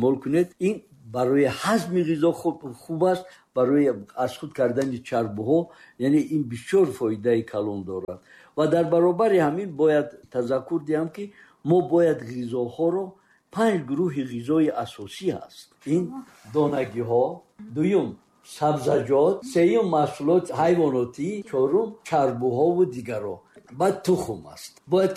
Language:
Tajik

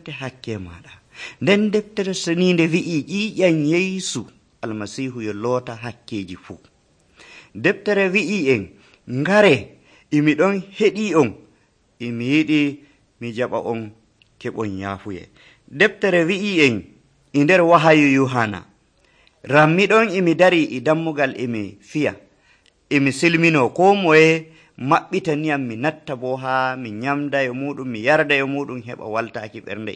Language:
Nigerian Fulfulde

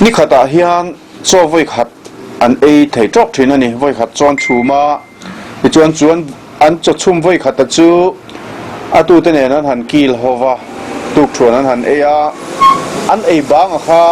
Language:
Mizo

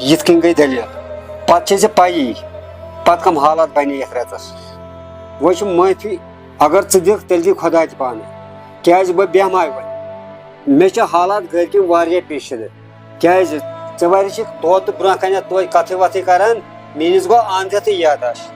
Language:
Kashmiri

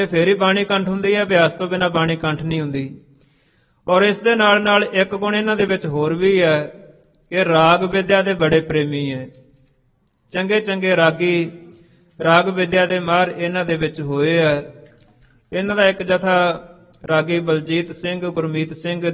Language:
Punjabi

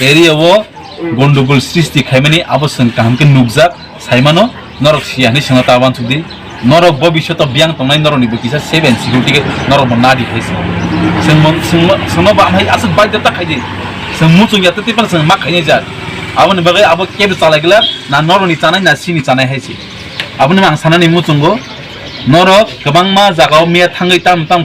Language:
Kok Borok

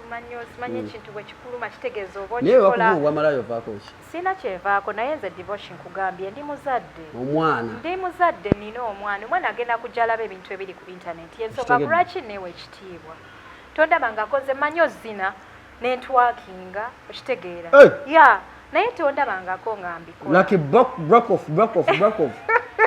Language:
Ganda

